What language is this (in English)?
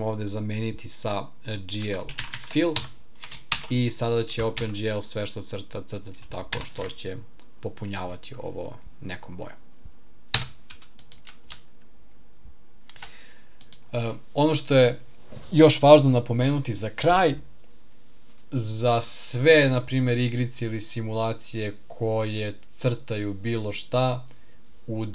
Serbian